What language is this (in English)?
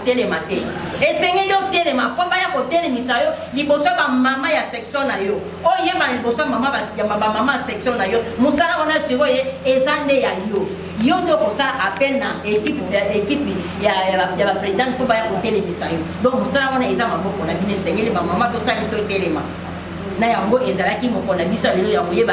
Lingala